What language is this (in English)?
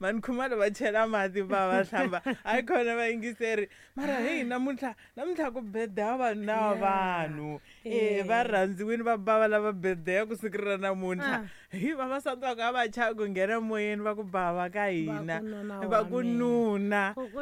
Tsonga